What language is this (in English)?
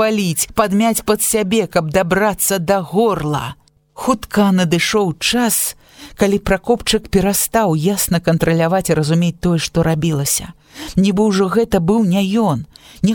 Belarusian